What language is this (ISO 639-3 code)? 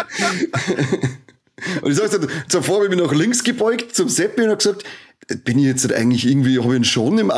bar